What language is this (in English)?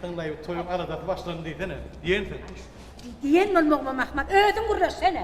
Turkmen